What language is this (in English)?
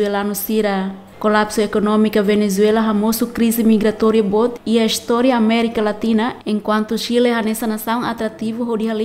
Tetum